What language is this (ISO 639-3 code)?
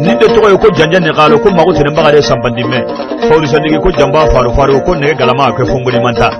bam